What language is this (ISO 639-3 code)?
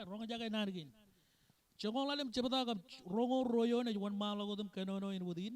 mah